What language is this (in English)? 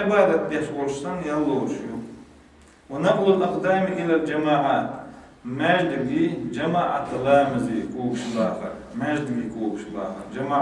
Chechen